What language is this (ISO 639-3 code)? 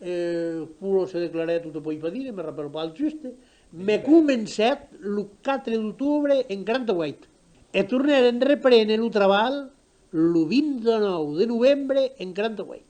oci